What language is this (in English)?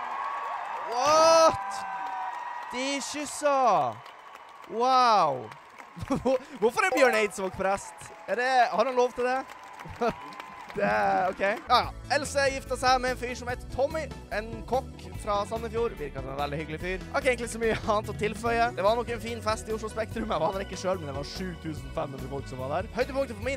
Norwegian